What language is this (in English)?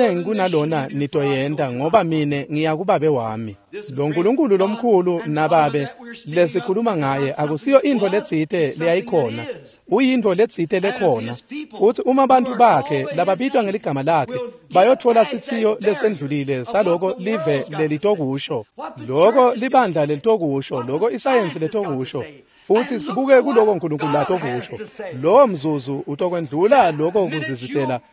Swati